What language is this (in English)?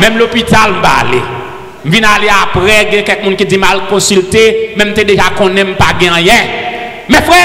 Haitian Creole